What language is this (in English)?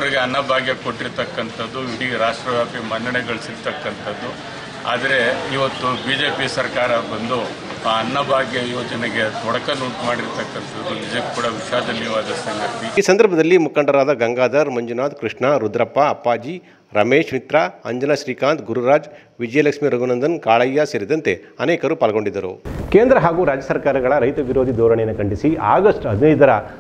Kannada